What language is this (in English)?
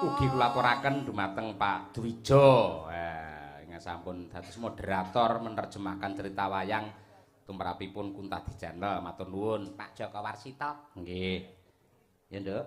Javanese